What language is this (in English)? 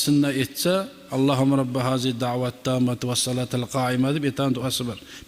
Kumyk